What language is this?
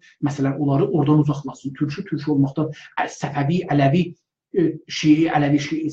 South Azerbaijani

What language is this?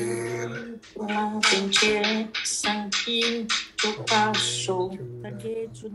Vietnamese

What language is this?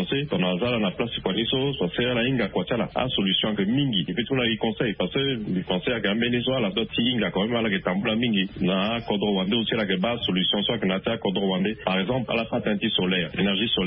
Sango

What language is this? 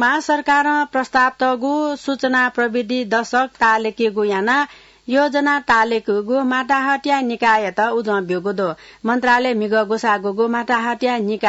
Newari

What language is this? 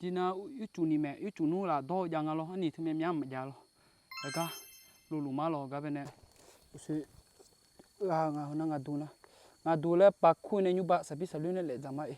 Akha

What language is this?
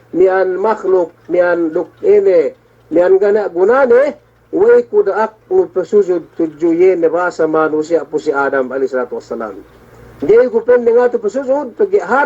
Yakan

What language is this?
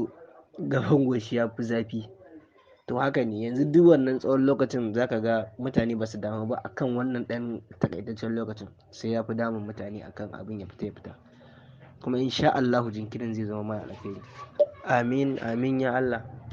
Hausa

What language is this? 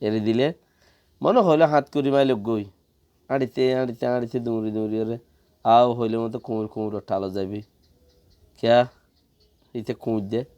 Rohingya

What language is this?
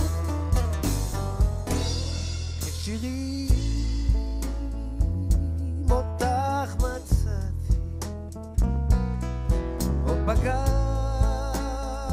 Hebrew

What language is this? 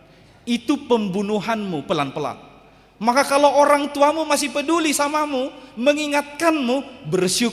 Batak Toba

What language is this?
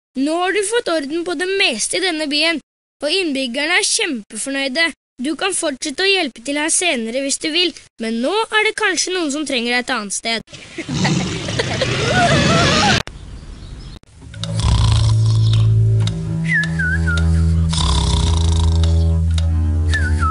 Norwegian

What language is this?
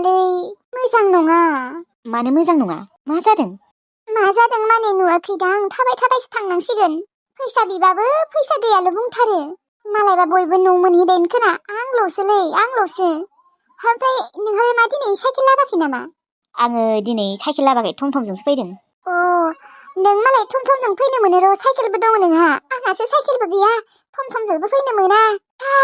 Bodo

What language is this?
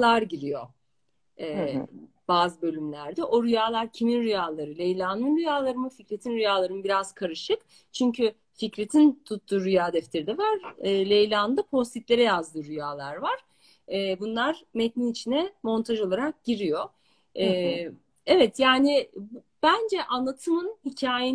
Turkish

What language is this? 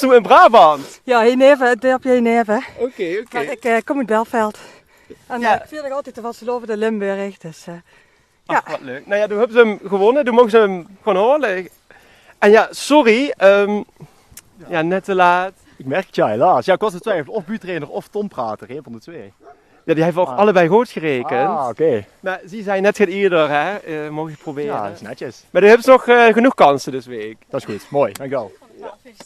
Limburgish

